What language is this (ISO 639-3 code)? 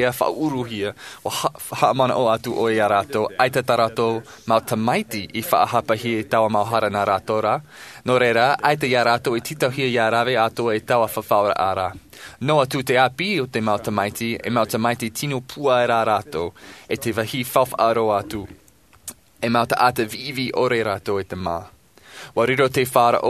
tah